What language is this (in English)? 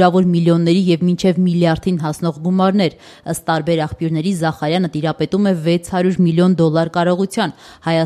Armenian